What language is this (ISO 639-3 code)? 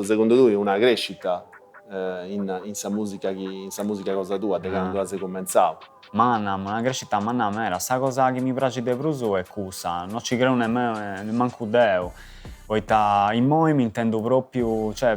srd